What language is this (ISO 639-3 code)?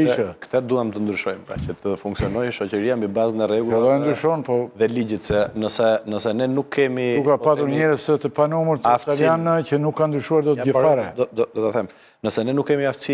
sqi